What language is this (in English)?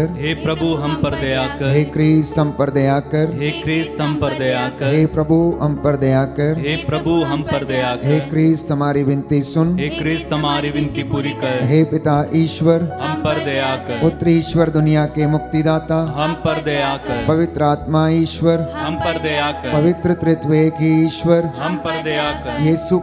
Hindi